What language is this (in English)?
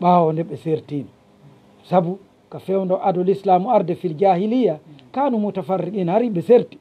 Fula